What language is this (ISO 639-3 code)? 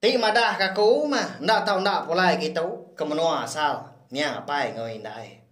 iba